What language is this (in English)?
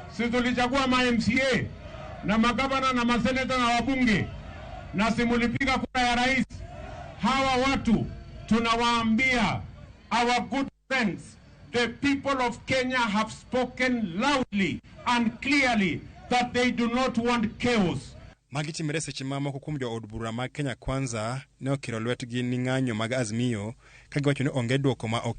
Luo (Kenya and Tanzania)